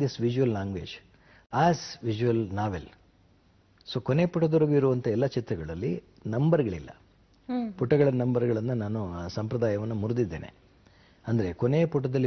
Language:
Kannada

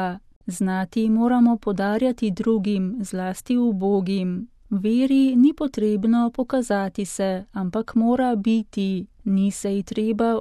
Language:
Slovenian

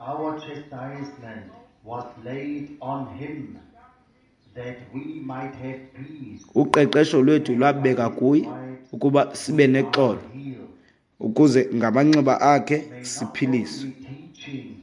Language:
Xhosa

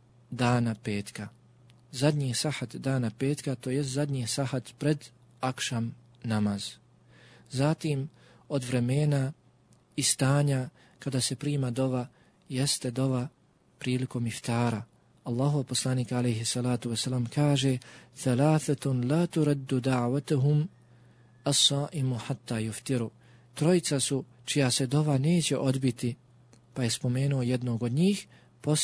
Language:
Bosnian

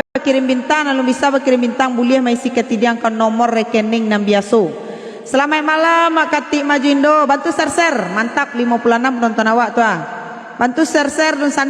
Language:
Minangkabau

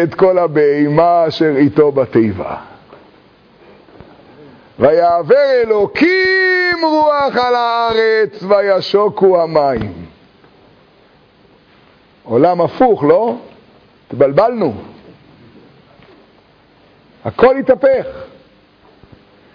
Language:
Hebrew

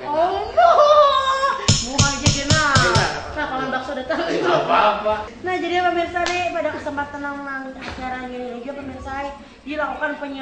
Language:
Banjar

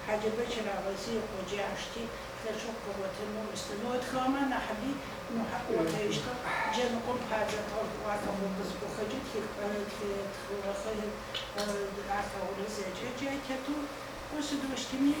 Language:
Adyghe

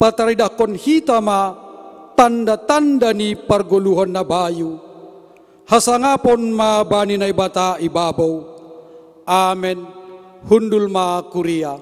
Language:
Batak Simalungun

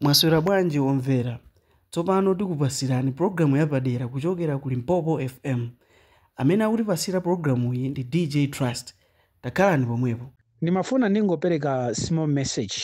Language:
Nyanja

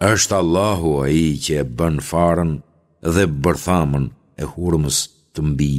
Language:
Albanian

